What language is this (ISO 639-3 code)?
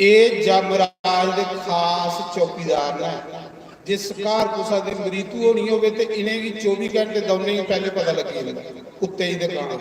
doi